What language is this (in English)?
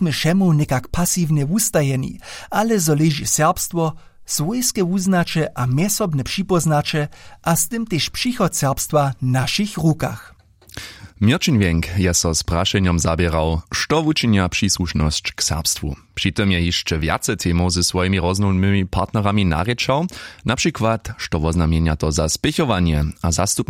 Upper Sorbian